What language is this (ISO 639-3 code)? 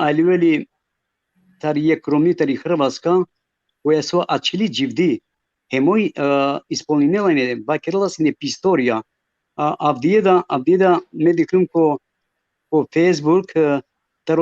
rmn